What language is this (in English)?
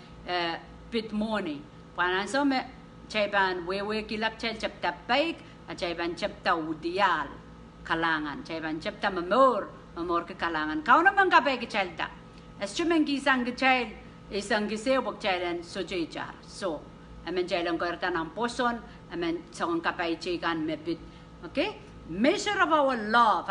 Pohnpeian